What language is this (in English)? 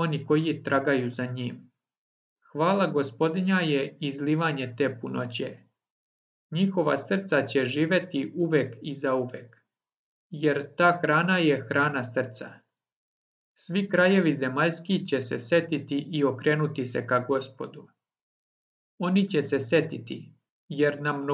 Serbian